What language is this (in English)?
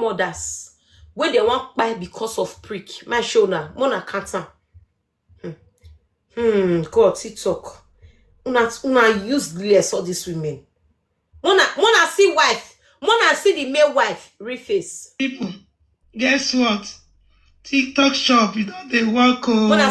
Nigerian Pidgin